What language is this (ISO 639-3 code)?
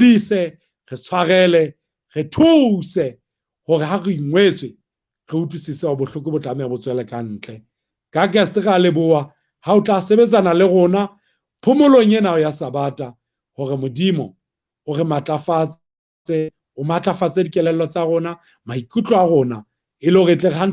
sot